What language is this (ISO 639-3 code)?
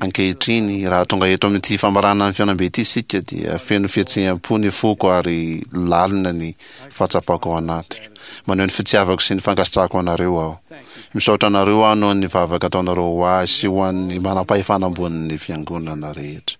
mlg